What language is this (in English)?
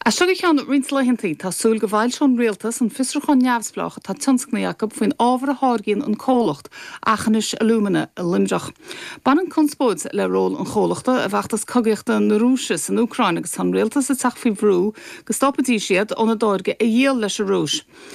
Irish